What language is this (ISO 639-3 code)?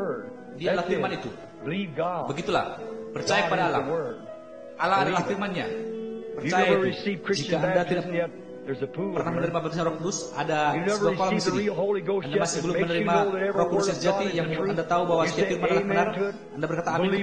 ind